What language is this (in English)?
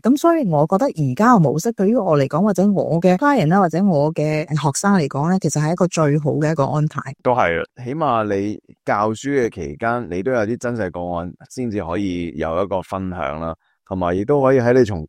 Cantonese